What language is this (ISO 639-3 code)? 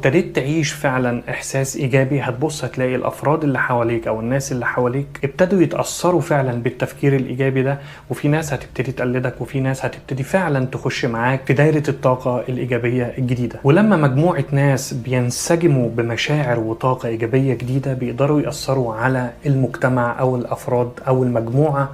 arz